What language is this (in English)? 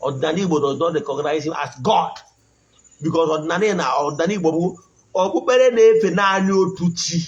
Igbo